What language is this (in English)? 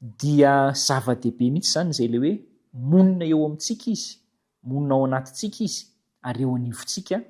Malagasy